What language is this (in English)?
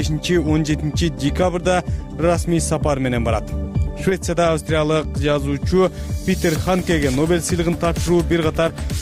Kyrgyz